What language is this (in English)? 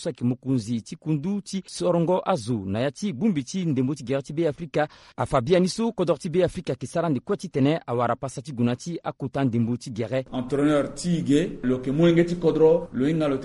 Sango